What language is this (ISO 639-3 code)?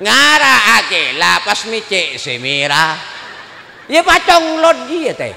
mad